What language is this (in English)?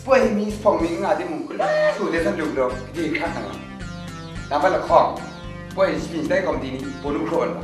Kachin